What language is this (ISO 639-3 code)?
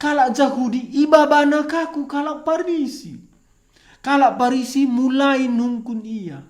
btx